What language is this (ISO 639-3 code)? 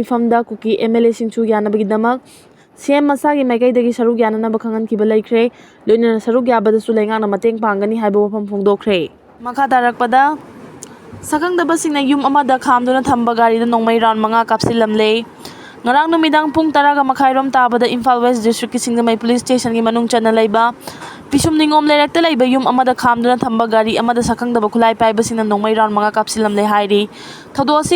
mni